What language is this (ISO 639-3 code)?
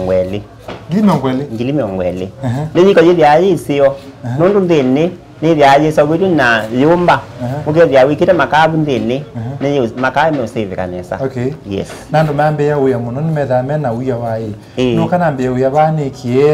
kam